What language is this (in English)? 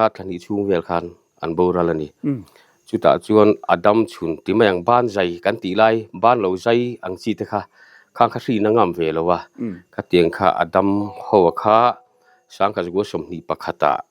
Mizo